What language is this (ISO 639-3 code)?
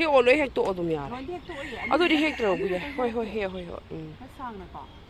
mni